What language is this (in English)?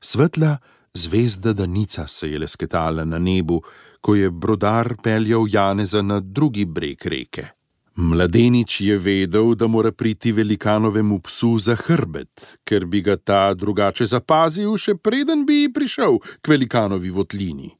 Slovenian